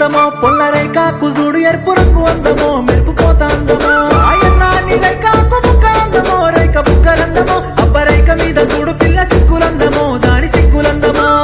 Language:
Telugu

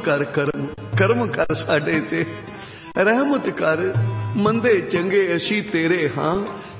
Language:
Punjabi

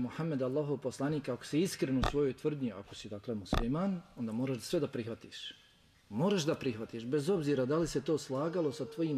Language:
Bosnian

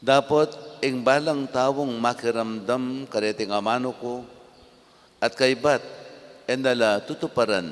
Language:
Pampanga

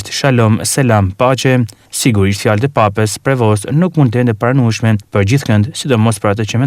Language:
Albanian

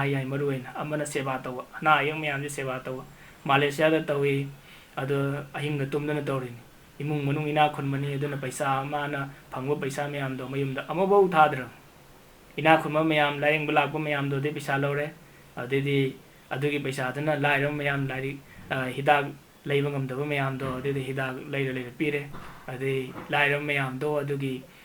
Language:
Manipuri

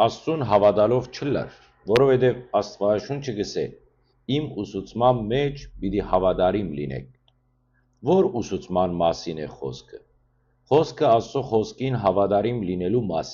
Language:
Western Armenian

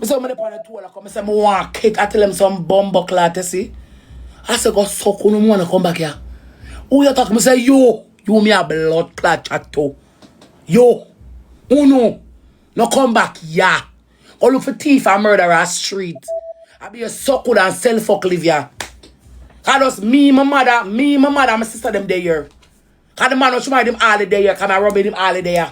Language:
Jamaican Creole English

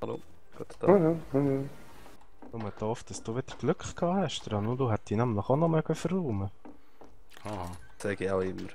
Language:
Swiss German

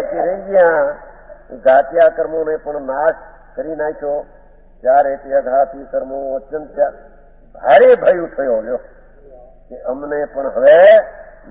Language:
Gujarati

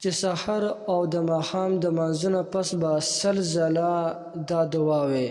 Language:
Pashto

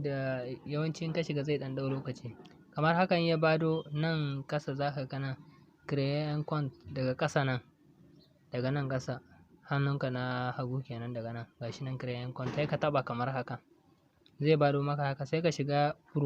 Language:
Hausa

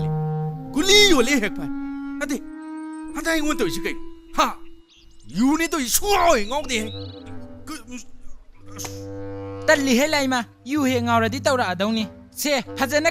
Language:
Manipuri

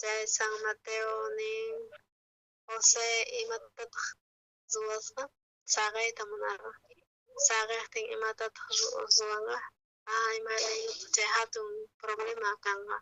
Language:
South Bolivian Quechua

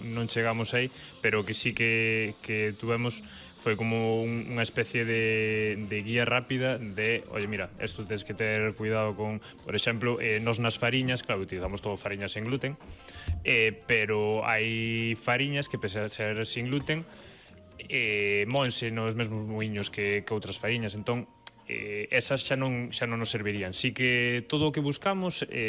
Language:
Galician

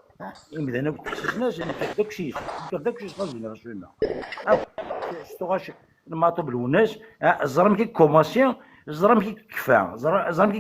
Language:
Kabyle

